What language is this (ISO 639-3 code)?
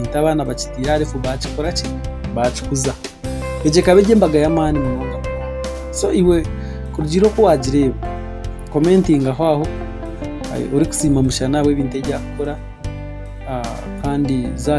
nyn